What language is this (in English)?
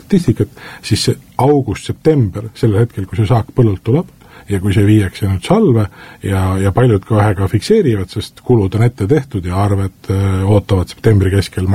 Estonian